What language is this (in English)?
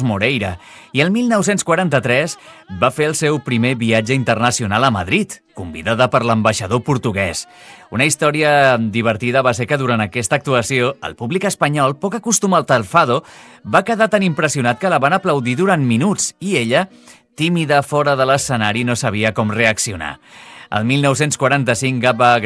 Catalan